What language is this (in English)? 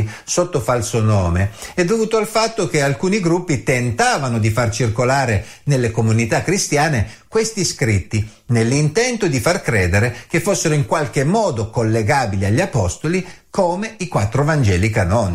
Italian